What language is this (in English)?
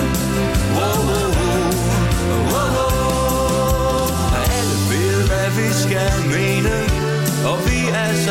Danish